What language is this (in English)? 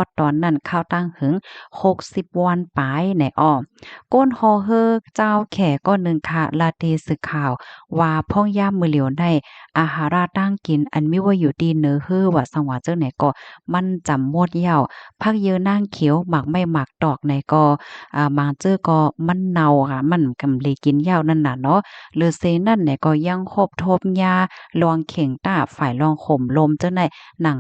Shan